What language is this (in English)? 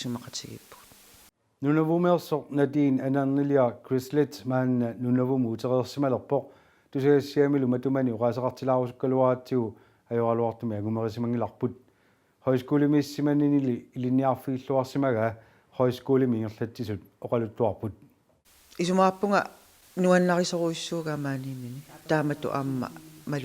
Kalaallisut